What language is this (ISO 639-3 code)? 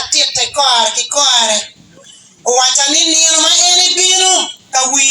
ach